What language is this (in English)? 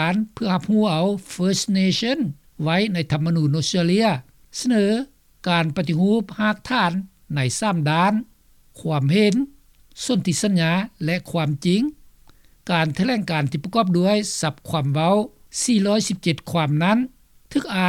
Lao